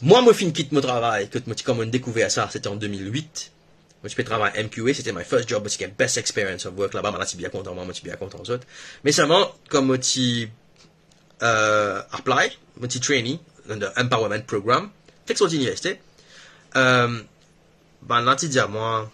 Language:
Morisyen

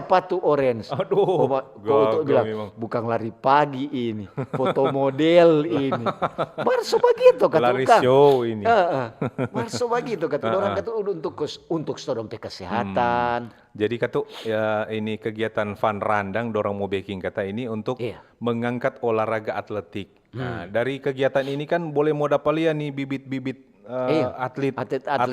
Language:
Manado Malay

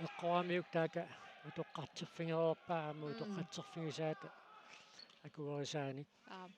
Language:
Kalaallisut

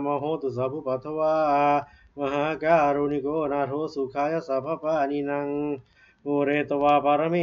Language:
Pali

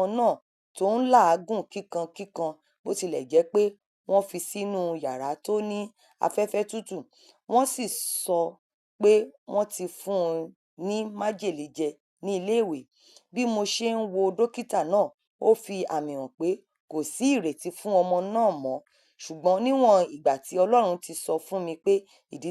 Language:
Yoruba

